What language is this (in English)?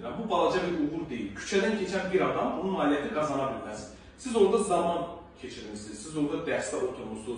Azerbaijani